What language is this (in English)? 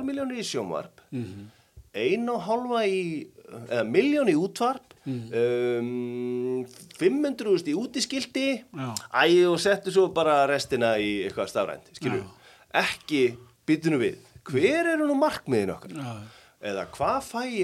Icelandic